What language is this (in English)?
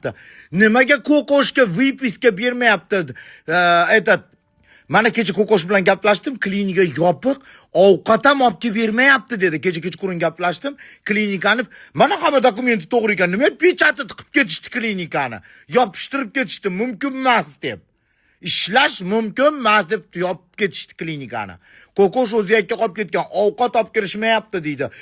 Uzbek